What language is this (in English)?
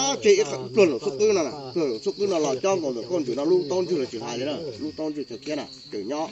Hmong